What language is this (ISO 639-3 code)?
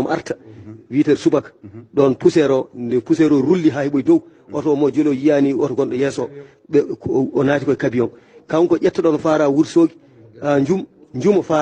ful